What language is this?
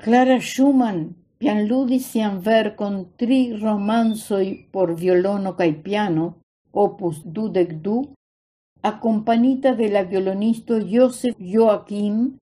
Esperanto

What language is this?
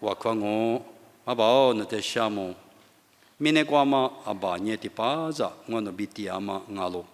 Lisu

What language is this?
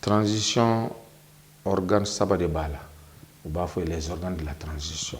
Bambara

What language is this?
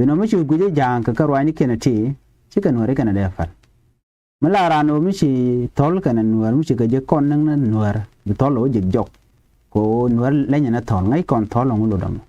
Nuer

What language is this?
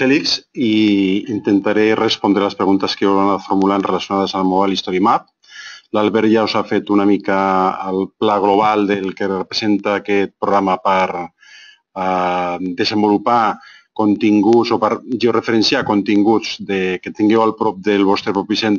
Catalan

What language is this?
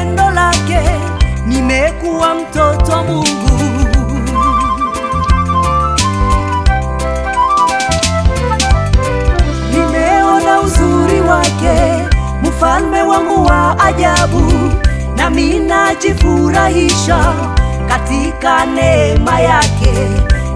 Swahili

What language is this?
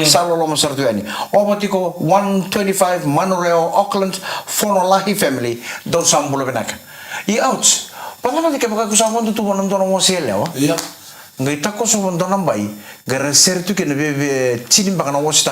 Fijian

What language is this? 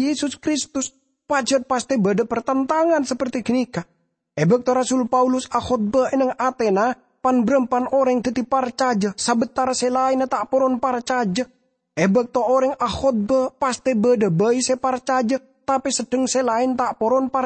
Madurese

